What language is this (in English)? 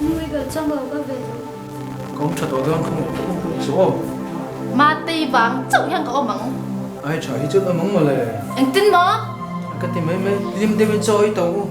Mizo